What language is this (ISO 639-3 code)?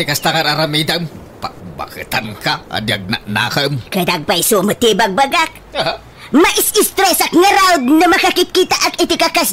ilo